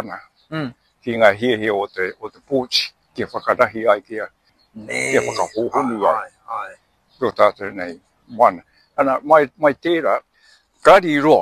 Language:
Māori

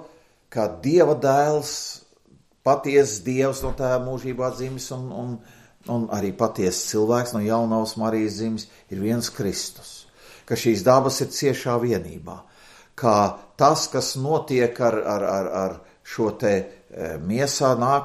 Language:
Latvian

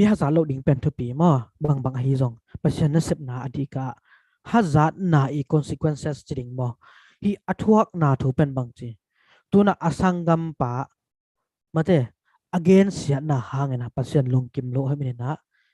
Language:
Tedim Chin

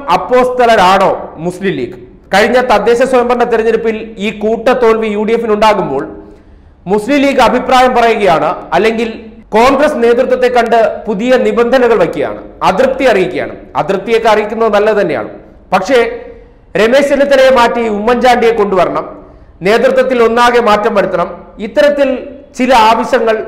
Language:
Malayalam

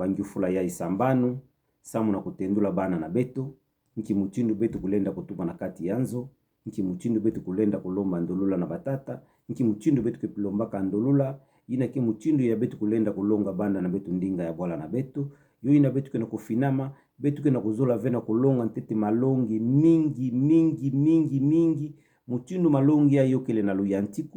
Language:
Kituba (Democratic Republic of Congo)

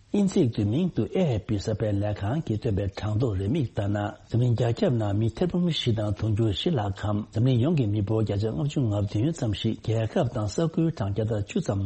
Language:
Tibetan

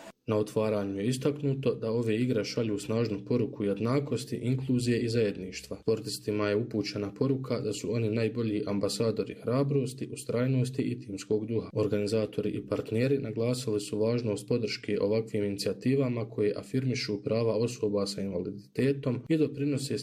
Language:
Bosnian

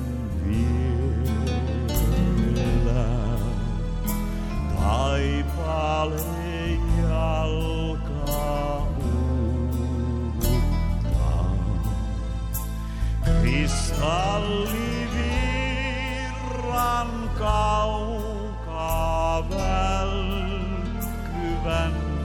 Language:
Finnish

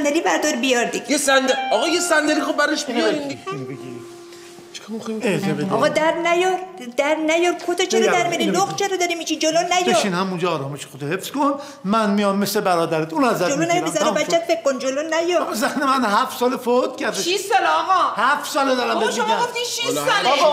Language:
Persian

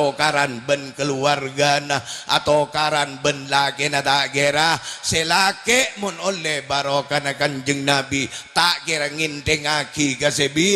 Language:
Madurese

